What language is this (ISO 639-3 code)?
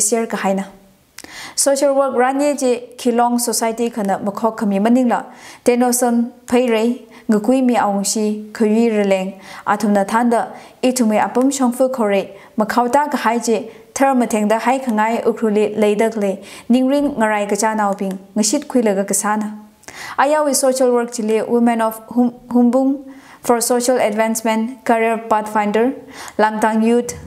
nmf